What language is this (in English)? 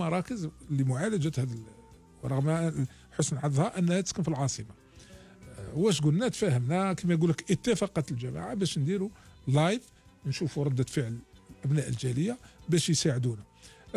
Algerian Arabic